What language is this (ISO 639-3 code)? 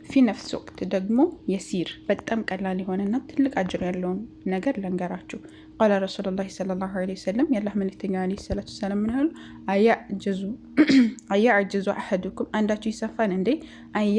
amh